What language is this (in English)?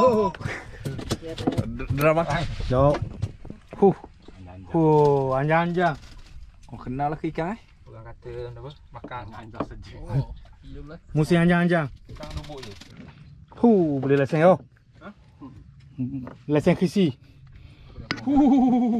Malay